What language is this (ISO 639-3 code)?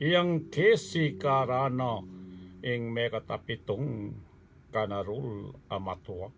pam